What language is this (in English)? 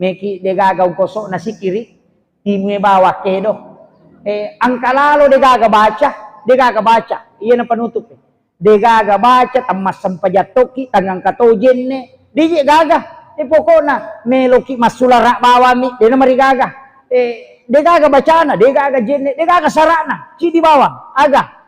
Buginese